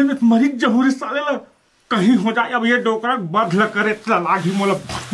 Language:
Chhattisgarhi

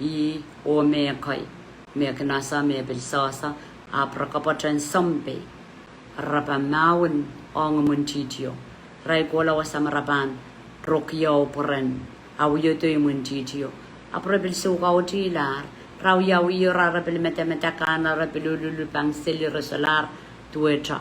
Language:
Pohnpeian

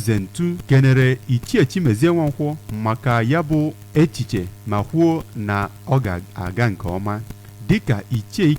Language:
Igbo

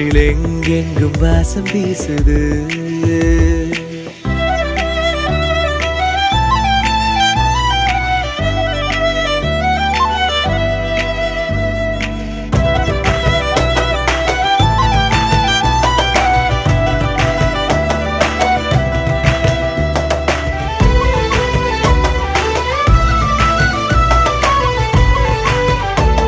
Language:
Tamil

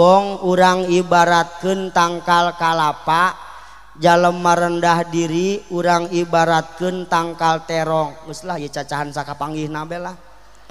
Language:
Sundanese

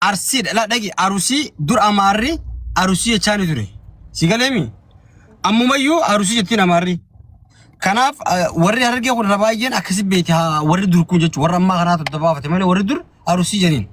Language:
Oromo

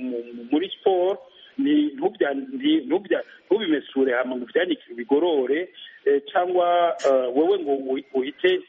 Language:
Kinyarwanda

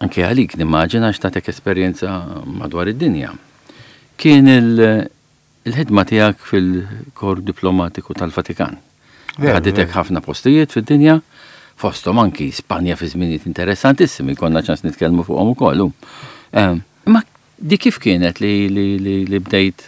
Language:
Maltese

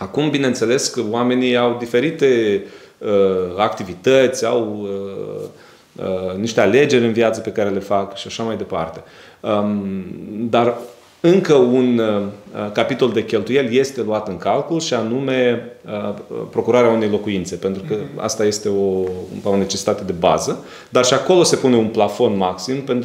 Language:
Romanian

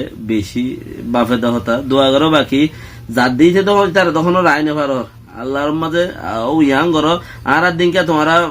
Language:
Rohingya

